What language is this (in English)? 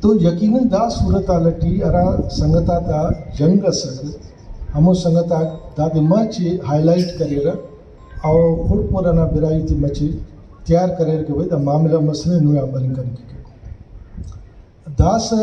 Brahui